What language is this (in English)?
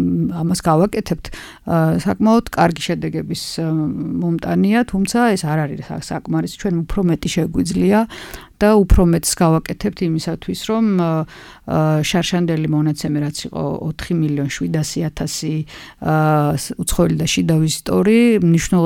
Georgian